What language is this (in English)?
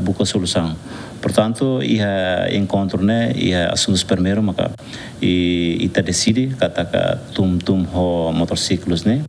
Tetum